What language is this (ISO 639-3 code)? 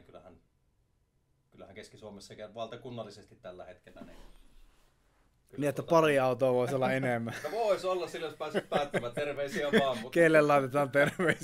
fin